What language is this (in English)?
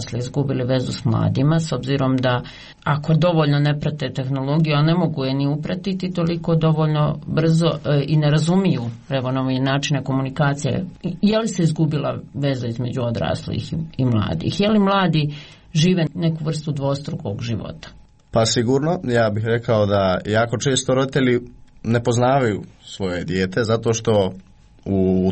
Croatian